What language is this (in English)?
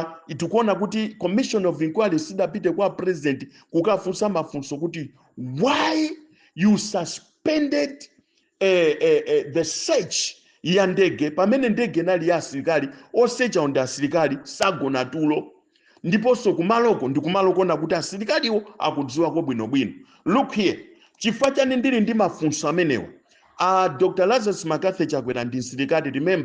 Nyanja